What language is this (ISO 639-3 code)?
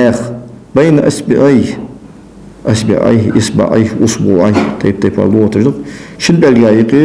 inh